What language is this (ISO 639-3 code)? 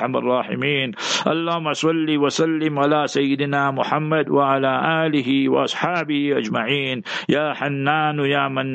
eng